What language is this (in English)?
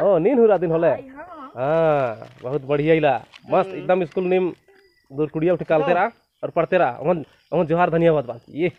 Kurukh